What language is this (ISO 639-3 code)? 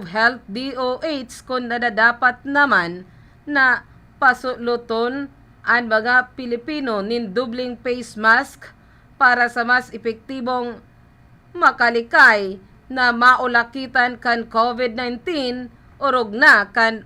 bik